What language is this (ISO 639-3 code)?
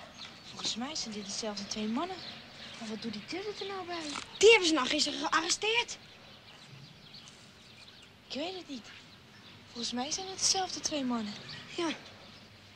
nld